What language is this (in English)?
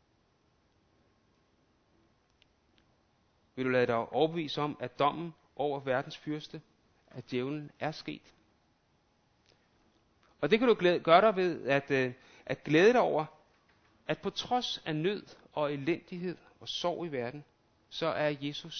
Danish